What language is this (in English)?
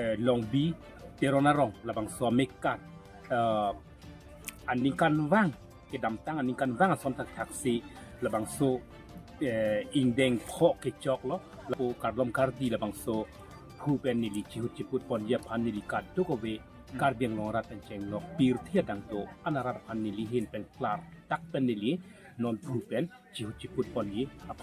Karbi